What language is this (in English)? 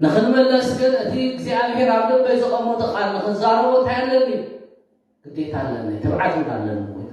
Tigrinya